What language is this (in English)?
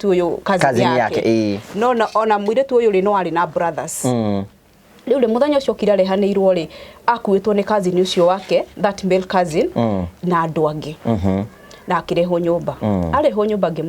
Kikuyu